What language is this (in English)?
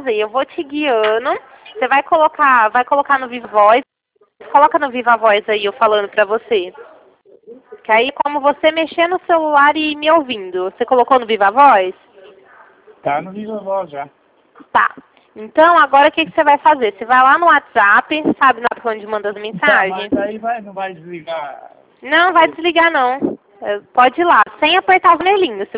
Portuguese